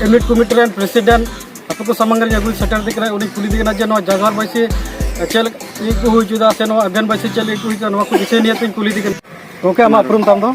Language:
Santali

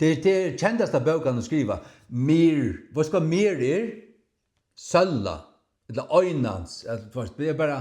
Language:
Faroese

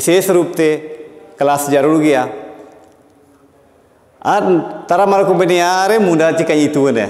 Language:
Hindi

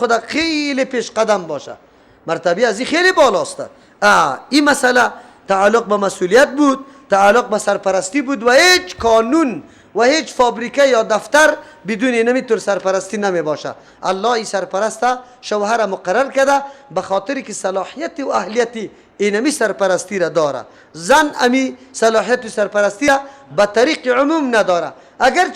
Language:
Persian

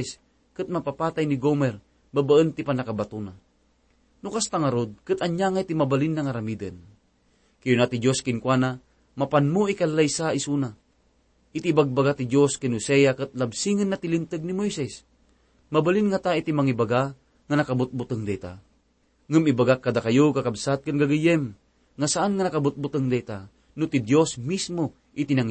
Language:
Iloko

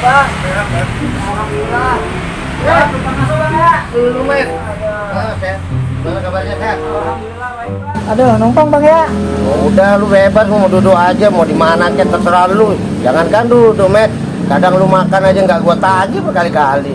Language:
Betawi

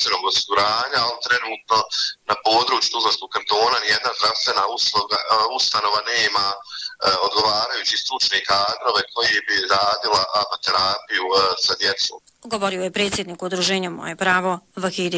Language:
Bosnian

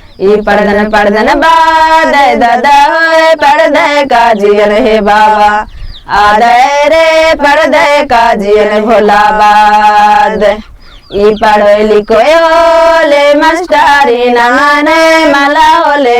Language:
Kurukh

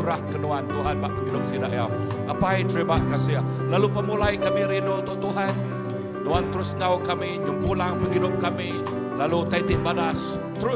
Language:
Iban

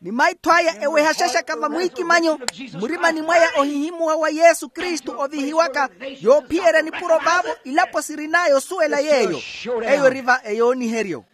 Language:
Makhuwa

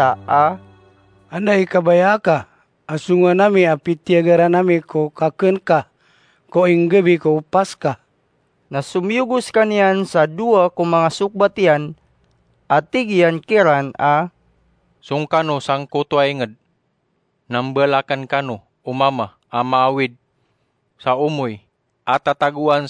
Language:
Maranao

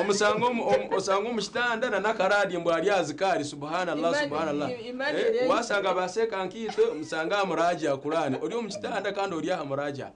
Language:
Nyankole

